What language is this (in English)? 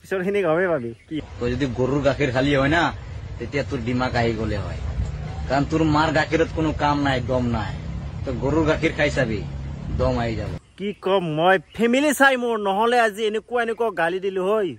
Assamese